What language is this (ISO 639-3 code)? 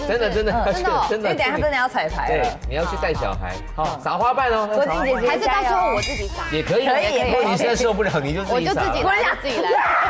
zho